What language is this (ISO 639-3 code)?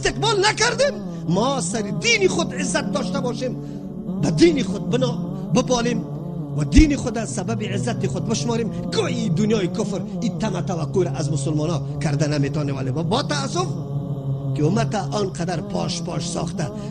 fas